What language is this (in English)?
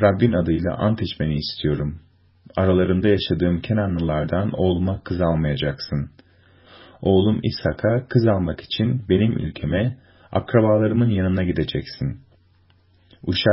Turkish